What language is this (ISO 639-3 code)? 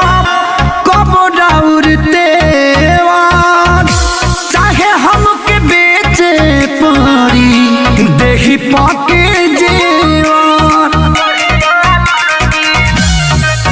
bho